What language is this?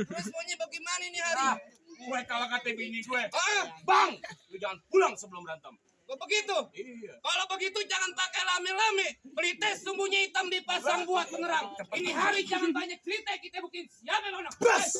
Betawi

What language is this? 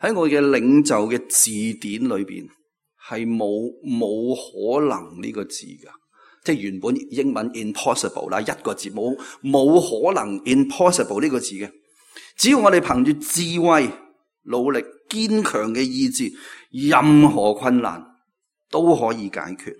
Cantonese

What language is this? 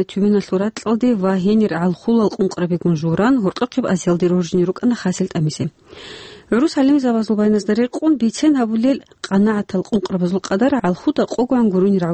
Avaric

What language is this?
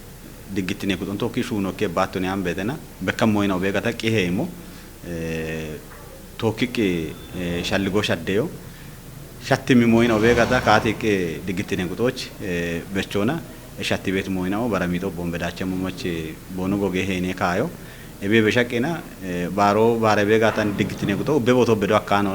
Kafa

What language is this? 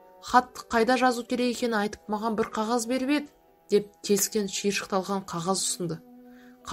Kazakh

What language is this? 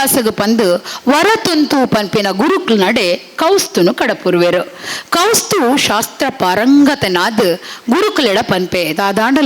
Tulu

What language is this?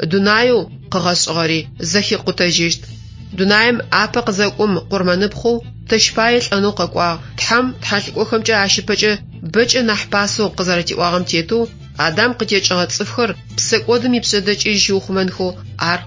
Adyghe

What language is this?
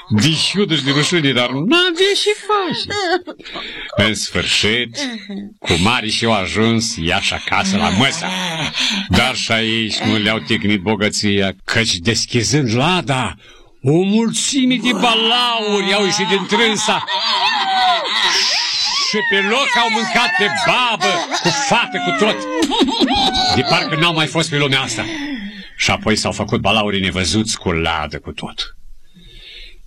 Romanian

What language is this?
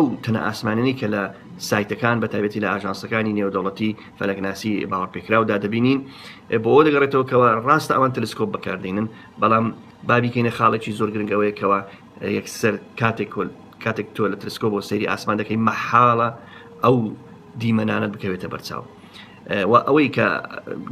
Central Kurdish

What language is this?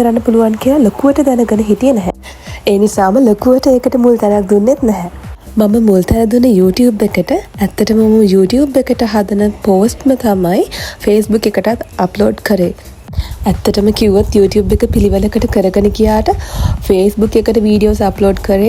Sinhala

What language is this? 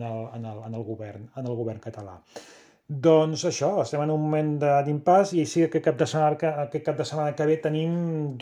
Catalan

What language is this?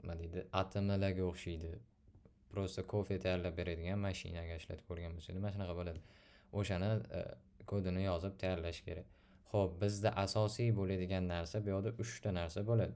Uzbek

